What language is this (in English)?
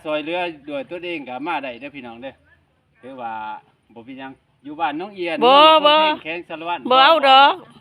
Lao